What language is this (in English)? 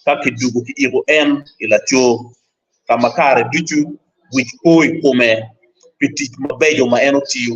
Acoli